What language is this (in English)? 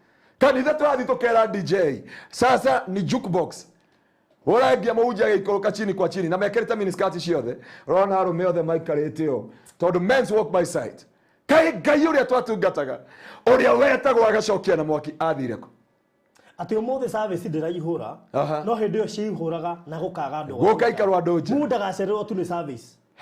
Kikuyu